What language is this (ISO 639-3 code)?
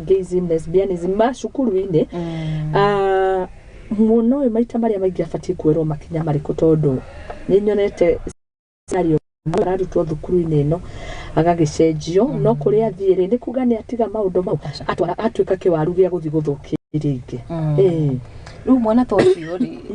kik